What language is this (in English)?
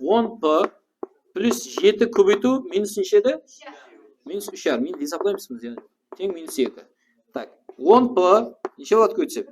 Kara-Kalpak